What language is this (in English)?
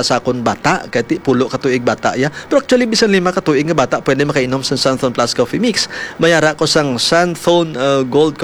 Hiligaynon